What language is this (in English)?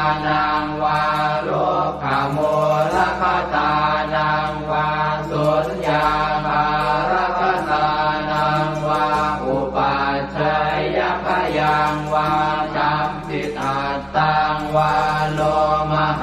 Pali